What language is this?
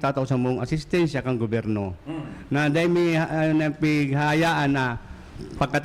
Bikol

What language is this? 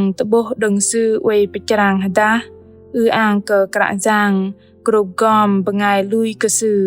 Bahnar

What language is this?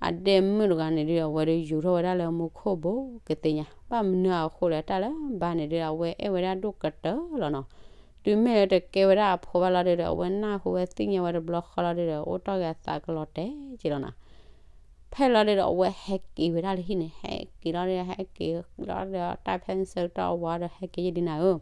S'gaw Karen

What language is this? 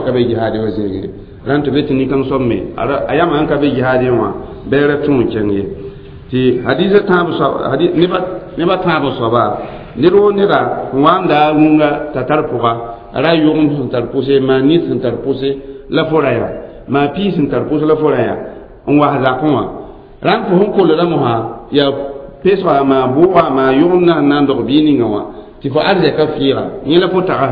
Mossi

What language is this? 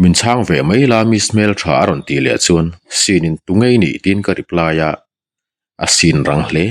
Mizo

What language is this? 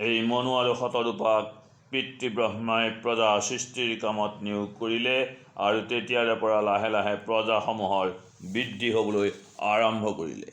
Assamese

